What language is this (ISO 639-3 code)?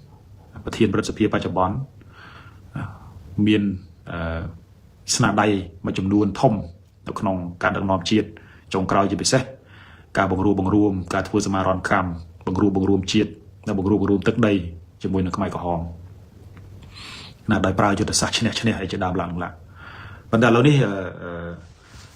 khm